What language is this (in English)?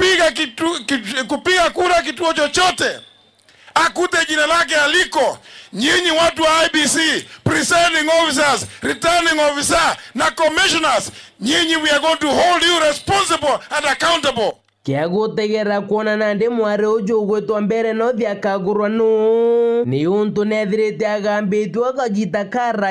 Meru